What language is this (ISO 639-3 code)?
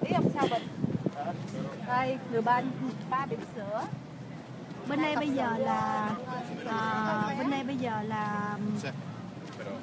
vie